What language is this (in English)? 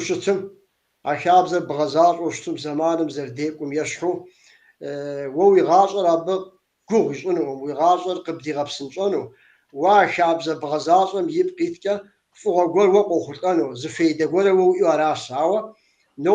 Kabardian